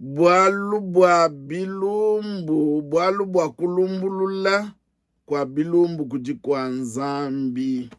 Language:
Luba-Lulua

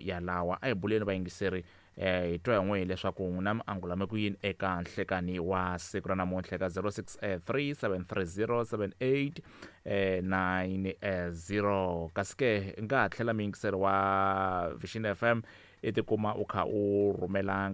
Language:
Tsonga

